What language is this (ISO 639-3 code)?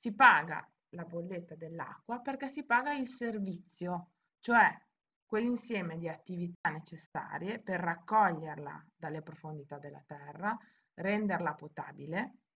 ita